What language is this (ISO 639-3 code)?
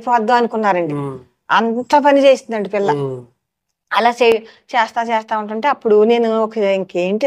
tel